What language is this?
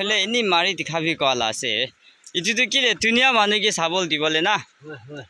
Naga Pidgin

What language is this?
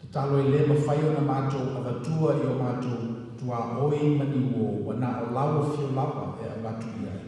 Samoan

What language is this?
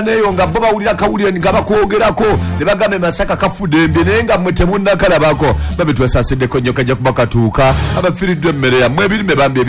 Ganda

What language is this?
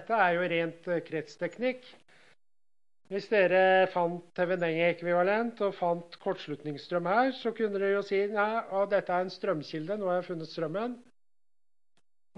Norwegian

